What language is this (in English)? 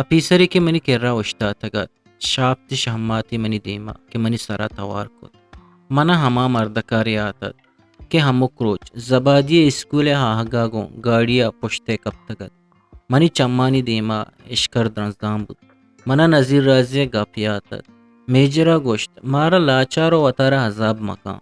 Eastern Balochi